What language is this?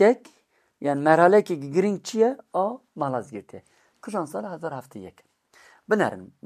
Kurdish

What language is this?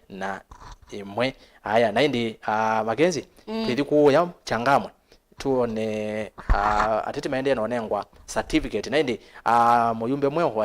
Kamba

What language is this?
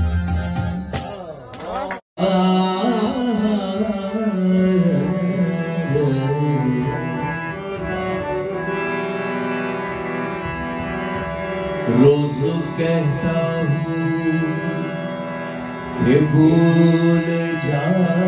Persian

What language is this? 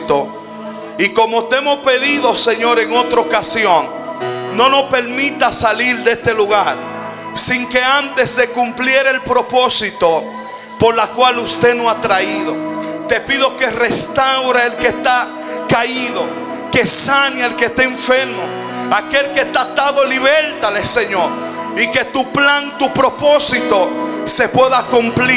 Spanish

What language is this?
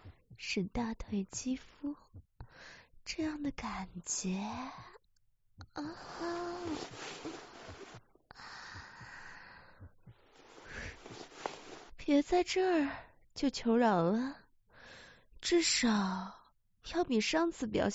Chinese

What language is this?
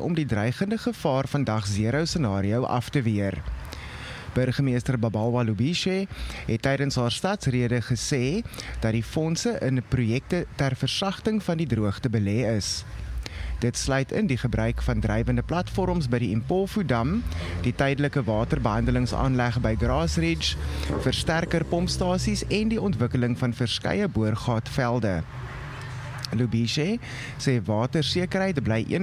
Afrikaans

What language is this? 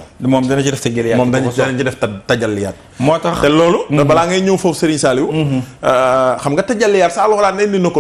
Wolof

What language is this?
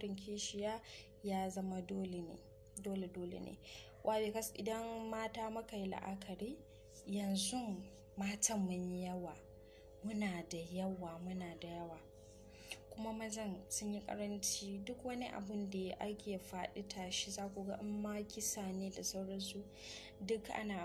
Hausa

